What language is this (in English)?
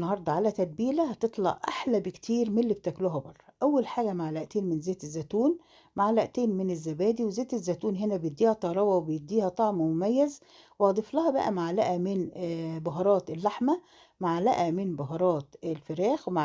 Egyptian Arabic